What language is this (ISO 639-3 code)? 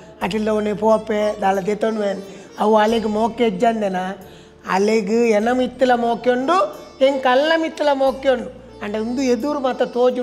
tcy